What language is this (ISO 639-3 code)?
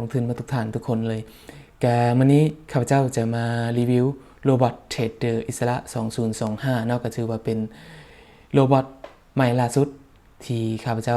lao